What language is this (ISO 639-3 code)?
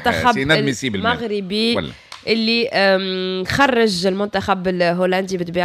aeb